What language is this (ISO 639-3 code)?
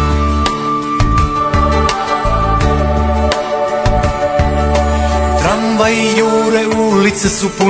hrv